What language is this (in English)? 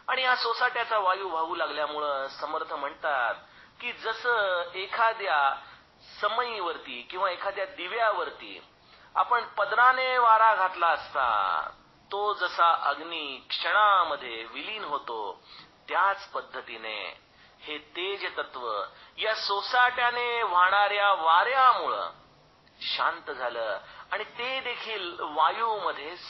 Marathi